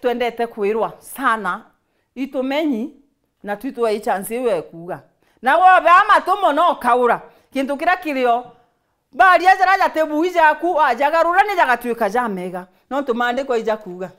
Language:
Meru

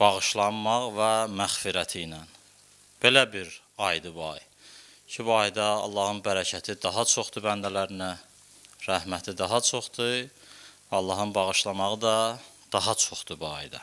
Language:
Azerbaijani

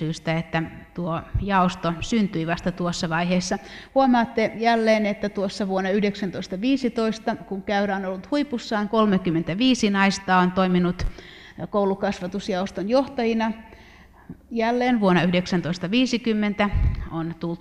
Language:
Finnish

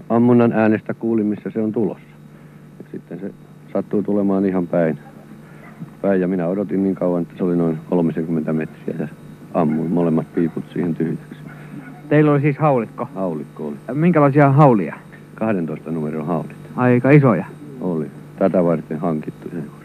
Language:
Finnish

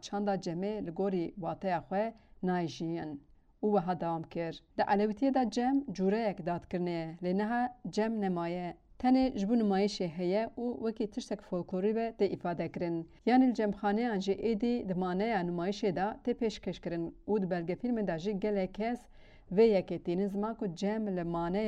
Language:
Kurdish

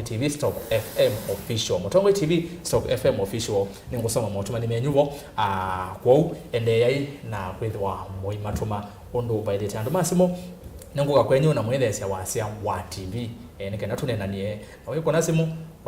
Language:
Kamba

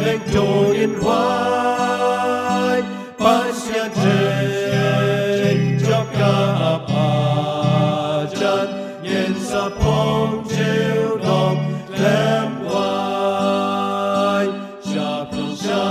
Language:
Khasi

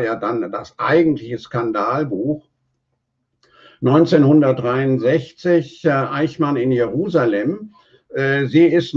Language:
German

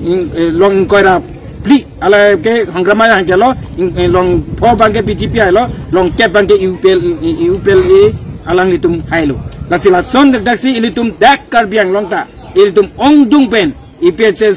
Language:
Karbi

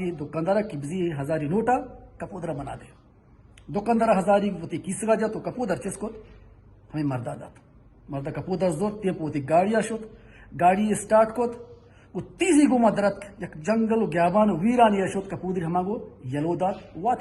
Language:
Baluchi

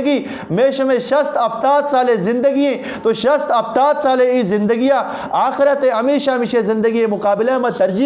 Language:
Eastern Balochi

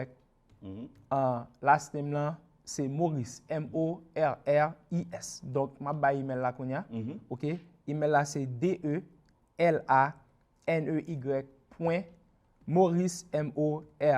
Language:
Haitian Creole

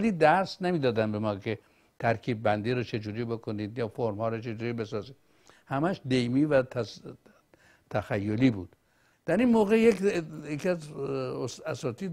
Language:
Persian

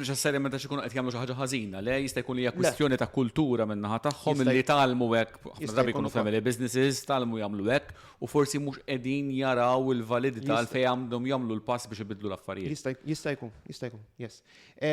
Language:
Maltese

